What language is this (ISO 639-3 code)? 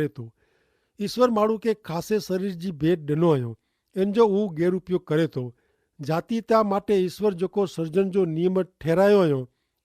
kfr